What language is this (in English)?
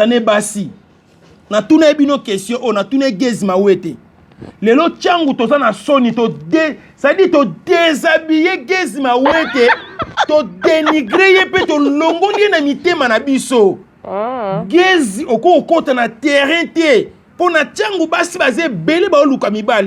Lingala